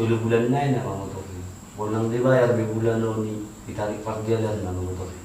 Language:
Batak Toba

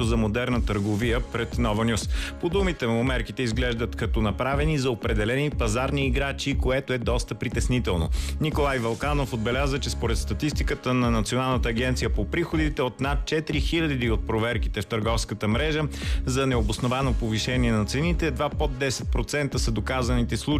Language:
Bulgarian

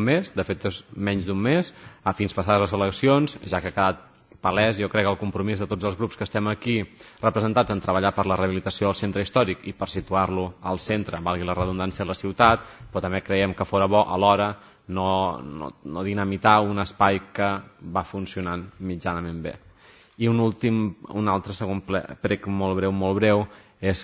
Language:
Catalan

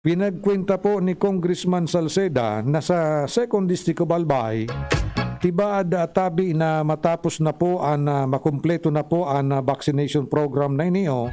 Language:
Bikol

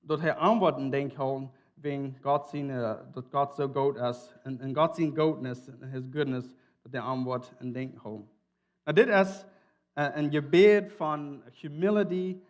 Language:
Plautdietsch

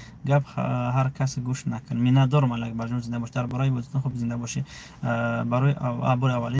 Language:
Tajik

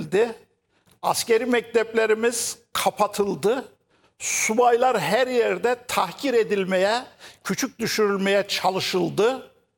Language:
Turkish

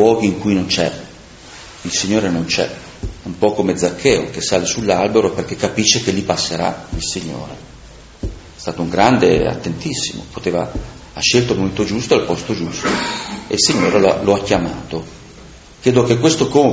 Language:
Italian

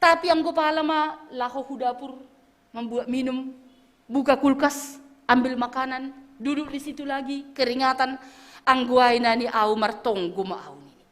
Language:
Batak Simalungun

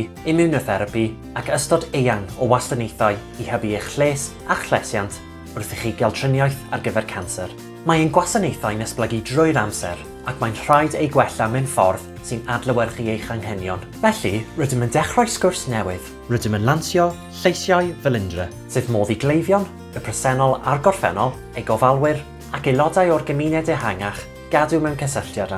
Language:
Welsh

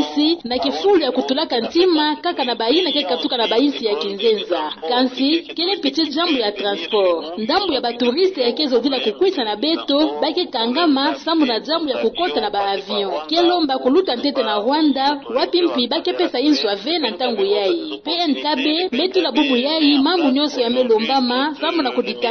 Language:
Kituba (Democratic Republic of Congo)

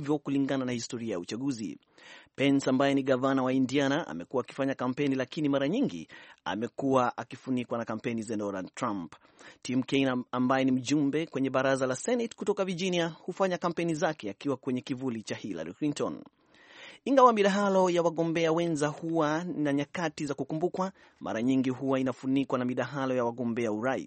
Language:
Swahili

